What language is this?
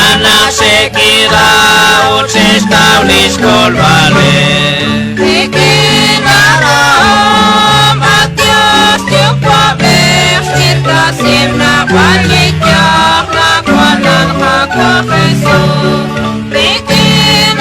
Kekchí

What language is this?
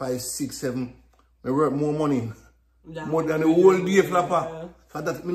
Jamaican Creole English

